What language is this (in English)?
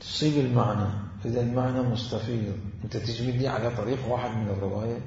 Mesopotamian Arabic